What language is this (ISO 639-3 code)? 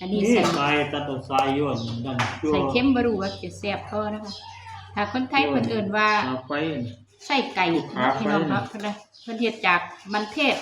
tts